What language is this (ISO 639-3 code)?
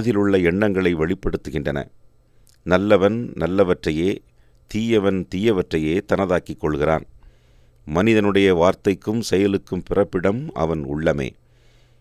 tam